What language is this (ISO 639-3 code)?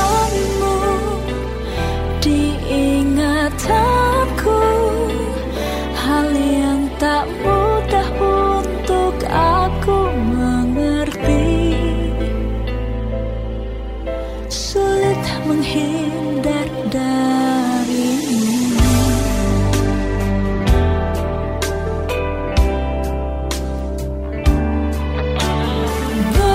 ind